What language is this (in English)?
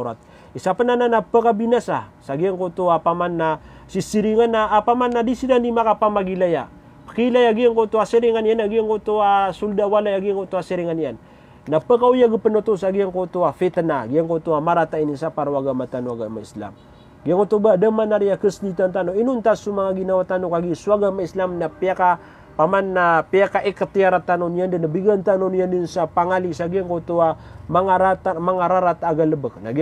Maranao